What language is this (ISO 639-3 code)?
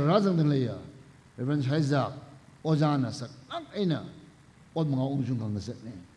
nmf